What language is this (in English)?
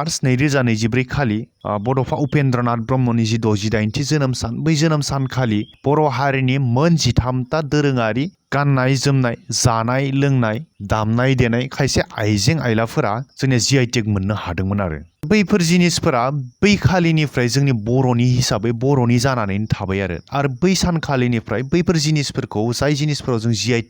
Bodo